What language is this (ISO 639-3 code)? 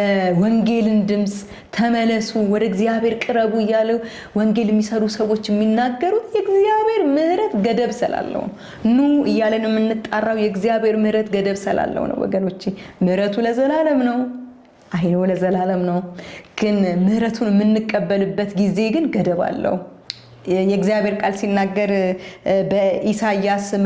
amh